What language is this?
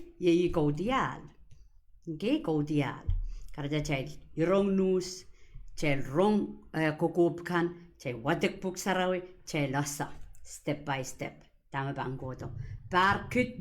Pohnpeian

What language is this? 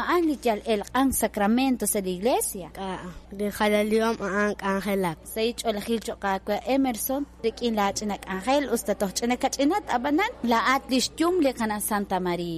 Kekchí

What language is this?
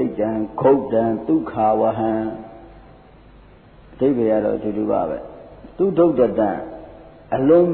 Burmese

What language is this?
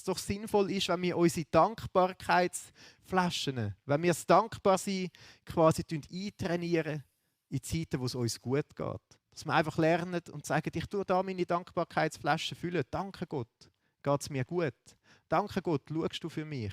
Swiss German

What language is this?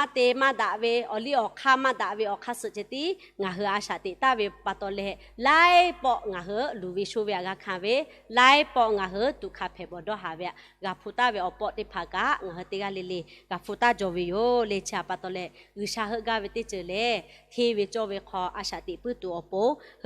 Lahu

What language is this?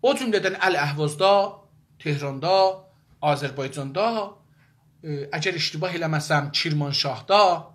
South Azerbaijani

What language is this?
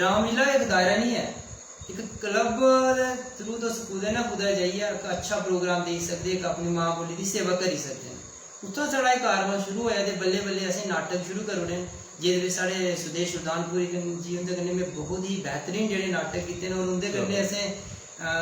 Dogri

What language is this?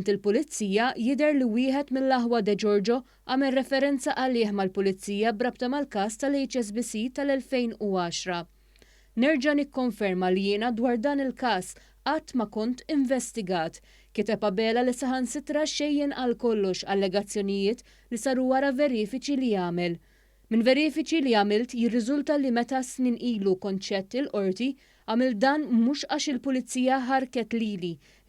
Maltese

